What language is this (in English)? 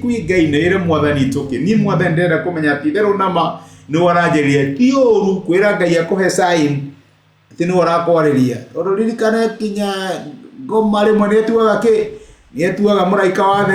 Kikuyu